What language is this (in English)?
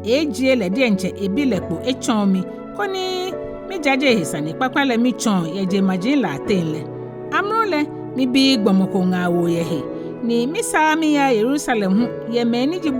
Ga